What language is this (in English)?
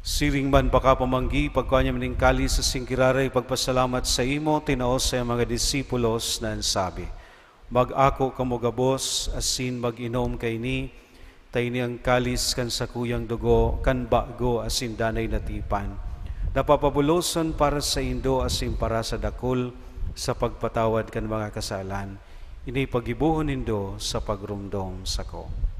Bikol